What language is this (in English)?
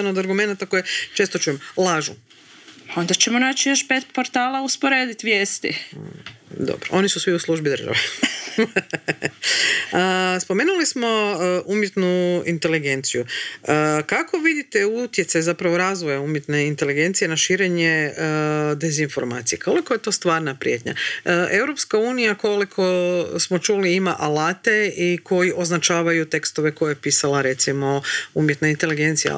Croatian